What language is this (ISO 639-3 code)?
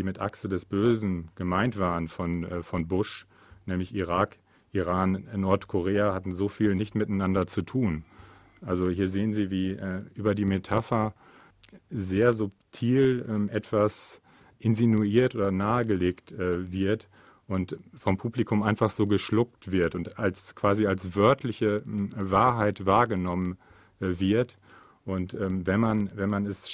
deu